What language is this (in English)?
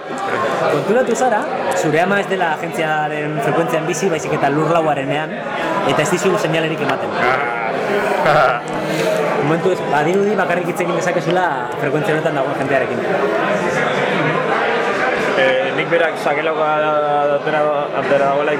Basque